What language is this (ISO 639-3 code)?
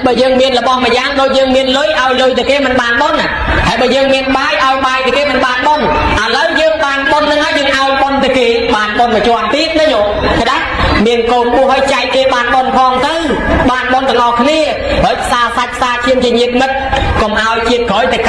khm